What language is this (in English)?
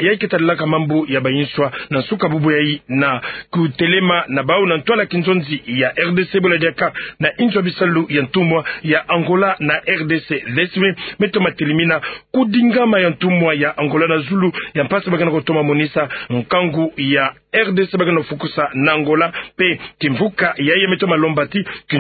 Kituba (Democratic Republic of Congo)